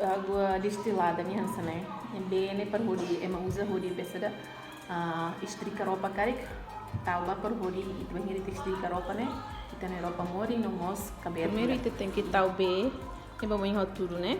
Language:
Tetum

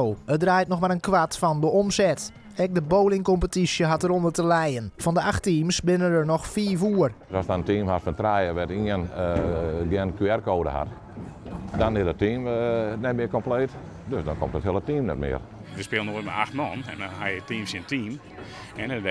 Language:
Western Frisian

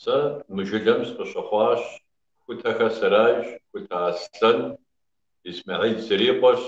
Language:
Kabardian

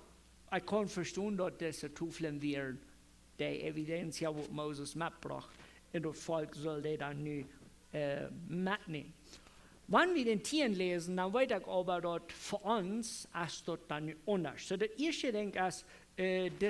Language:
Plautdietsch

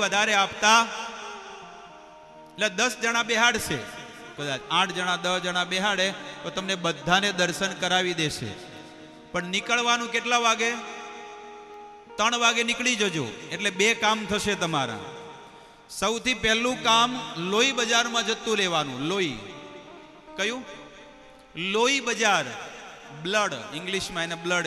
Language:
Gujarati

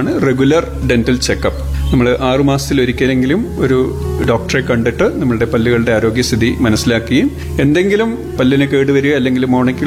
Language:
Malayalam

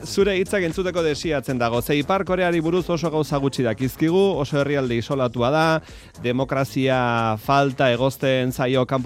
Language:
Basque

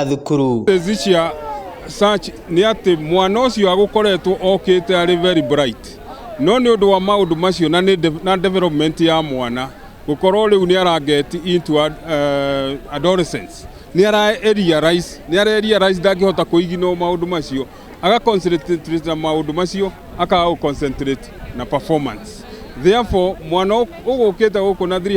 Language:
Kikuyu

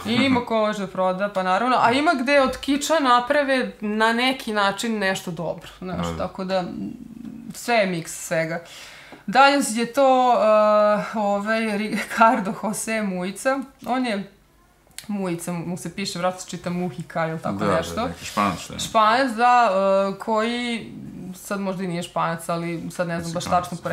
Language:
Serbian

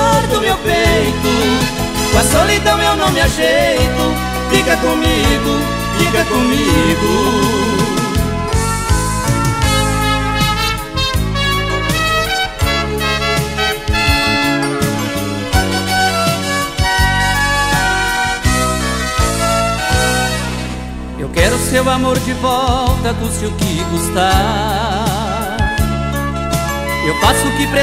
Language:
Portuguese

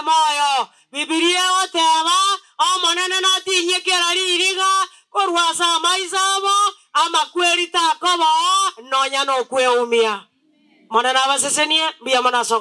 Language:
Gusii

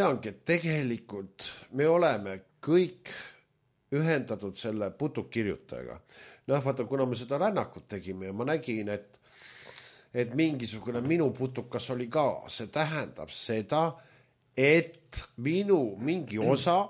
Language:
Estonian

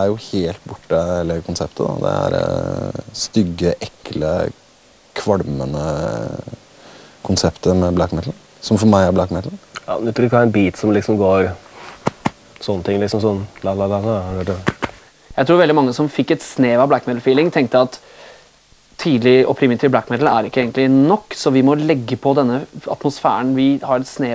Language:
Norwegian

